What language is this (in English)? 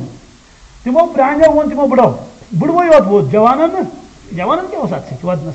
Kashmiri